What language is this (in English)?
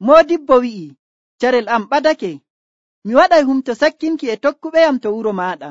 Nigerian Fulfulde